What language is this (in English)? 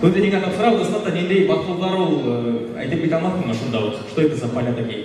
Bashkir